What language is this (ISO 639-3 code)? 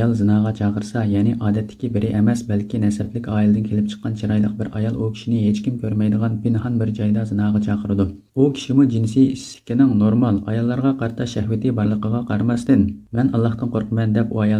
uig